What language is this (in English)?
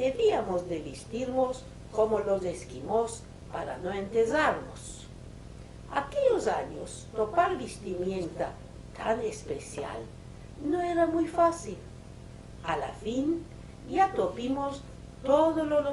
Ladino